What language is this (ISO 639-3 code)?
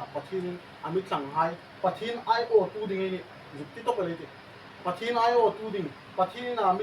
hmr